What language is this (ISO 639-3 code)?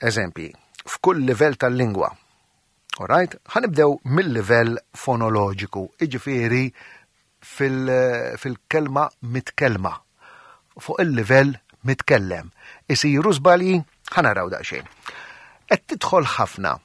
mlt